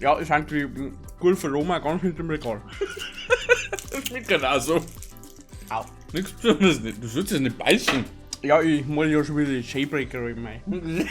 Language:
Bavarian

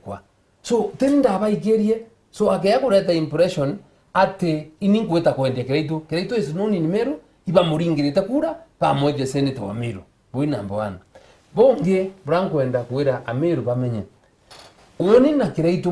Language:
Meru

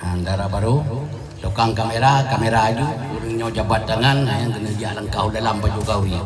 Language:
Achinese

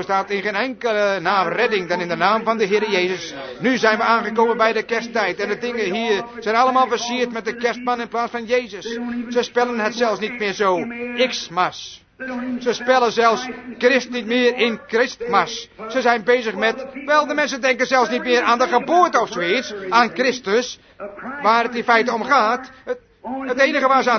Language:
Dutch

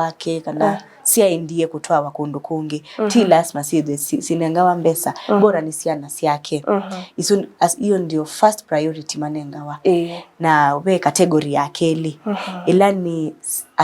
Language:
Kamba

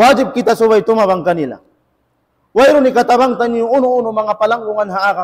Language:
Tausug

